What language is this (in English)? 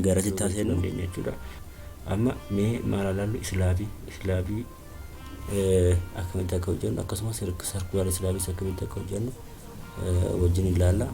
Oromo